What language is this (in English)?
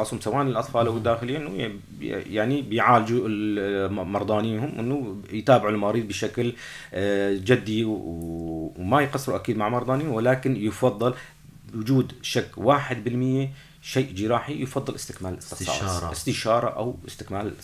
North Levantine Arabic